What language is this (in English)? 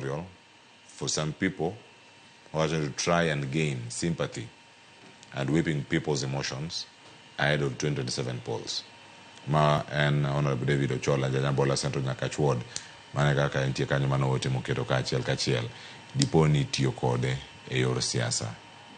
Luo (Kenya and Tanzania)